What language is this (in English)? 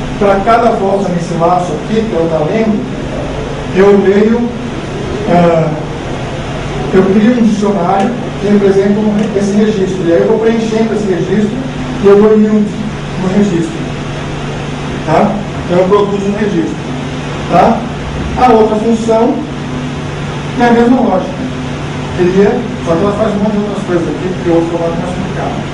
Portuguese